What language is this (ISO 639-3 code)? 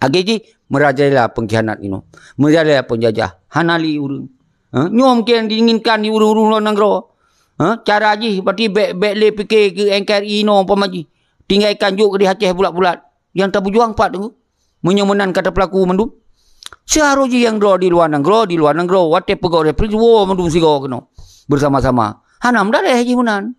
ace